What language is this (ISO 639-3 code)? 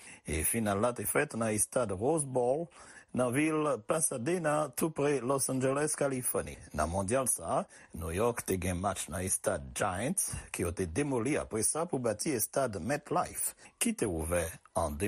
hat